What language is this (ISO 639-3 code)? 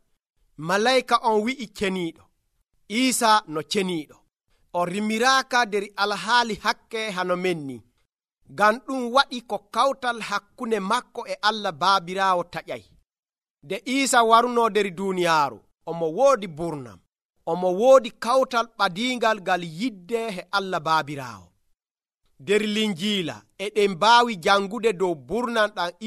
fuv